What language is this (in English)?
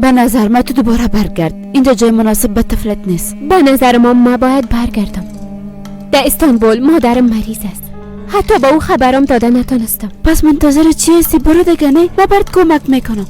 Persian